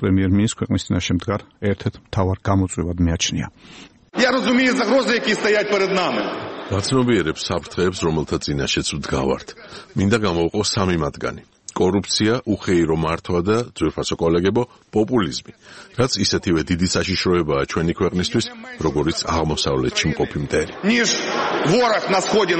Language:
Georgian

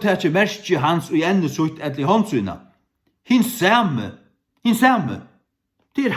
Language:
Faroese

